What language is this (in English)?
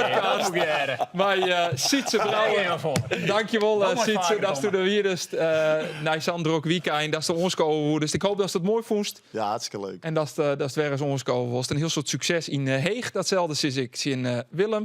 Western Frisian